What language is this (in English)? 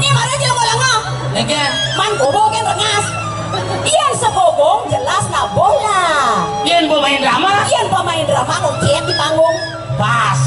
Balinese